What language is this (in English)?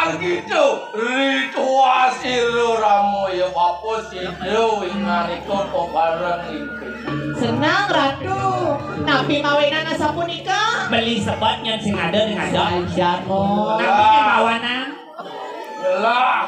Balinese